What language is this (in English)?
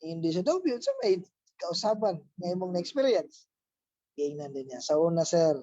Cebuano